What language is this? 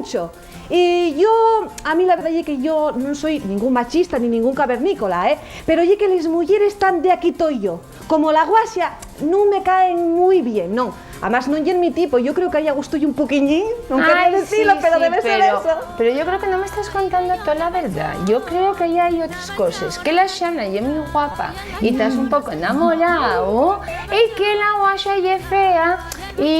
Asturian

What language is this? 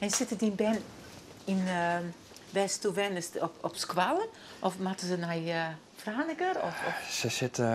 Western Frisian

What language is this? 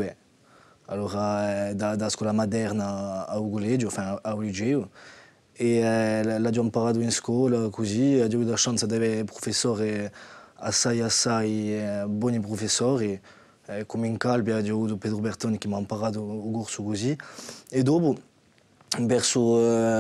Corsican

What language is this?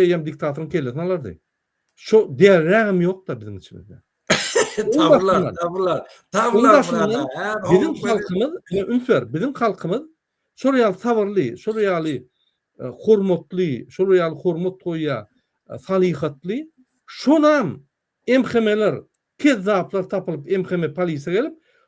Turkmen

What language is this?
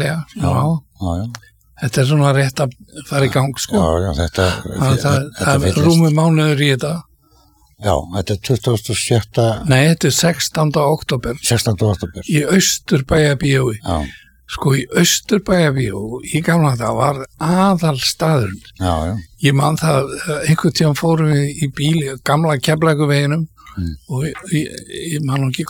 Icelandic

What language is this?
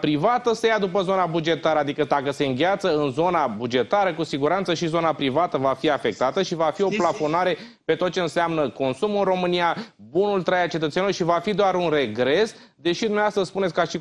Romanian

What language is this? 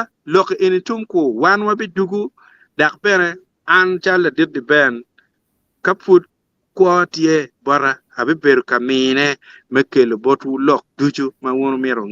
Acoli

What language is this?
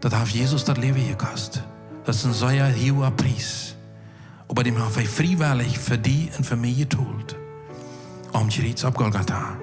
Plautdietsch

